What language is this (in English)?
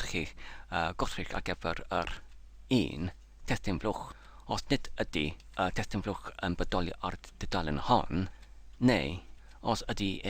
Welsh